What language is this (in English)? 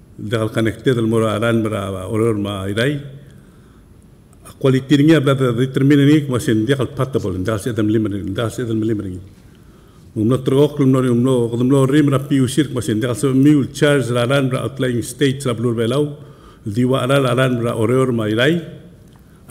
Palauan